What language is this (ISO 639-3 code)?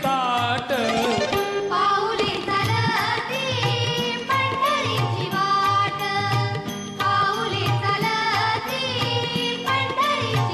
mar